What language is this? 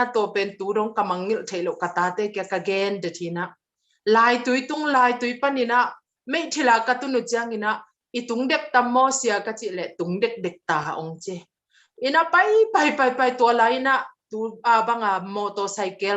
Tedim Chin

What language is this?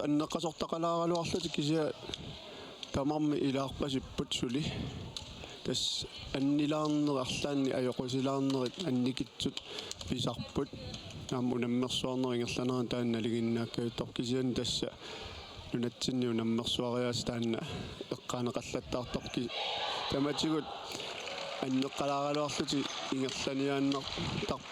Kalaallisut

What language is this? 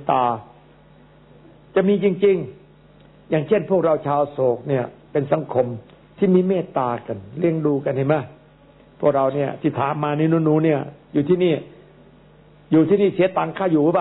Thai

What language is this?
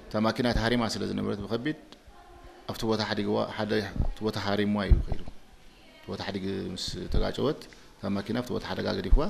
Tigrinya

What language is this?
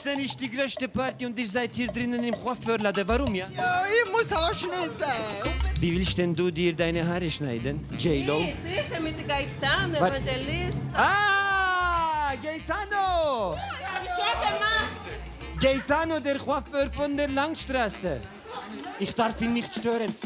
Swiss German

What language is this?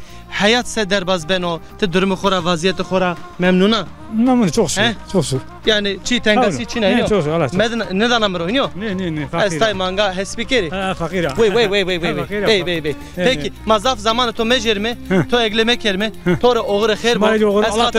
Zaza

